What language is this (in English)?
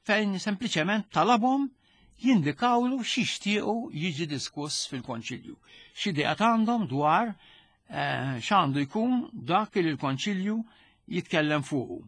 Maltese